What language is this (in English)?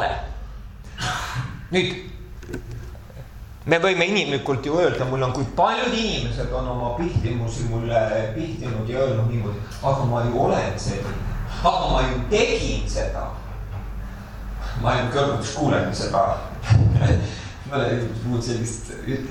Estonian